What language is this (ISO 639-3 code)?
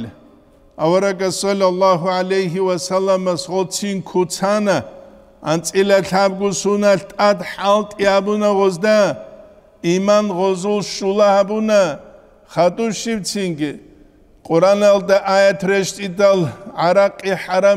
ava